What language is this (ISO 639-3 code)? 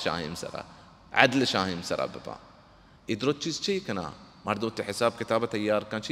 bal